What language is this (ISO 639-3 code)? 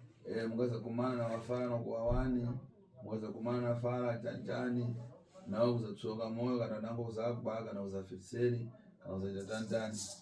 sna